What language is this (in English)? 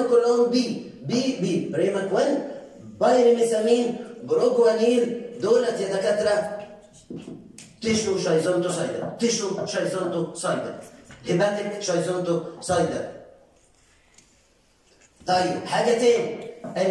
Egyptian Arabic